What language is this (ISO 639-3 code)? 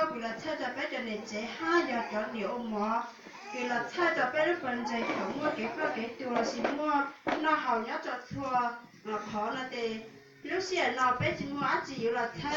hmn